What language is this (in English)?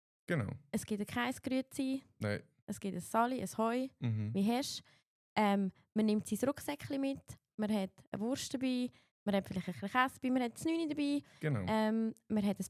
Swiss German